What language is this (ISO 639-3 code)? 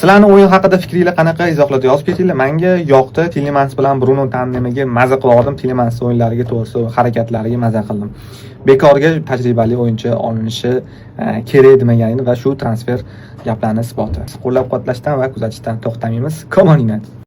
uzb